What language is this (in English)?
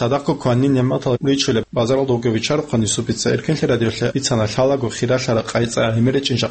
Avaric